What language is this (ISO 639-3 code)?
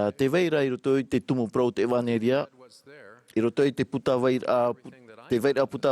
tah